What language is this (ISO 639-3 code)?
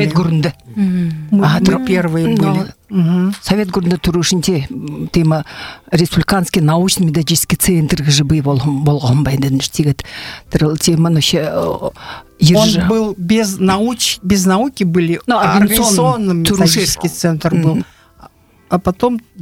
bua